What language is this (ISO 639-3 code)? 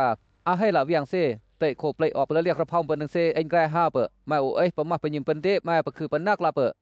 lcp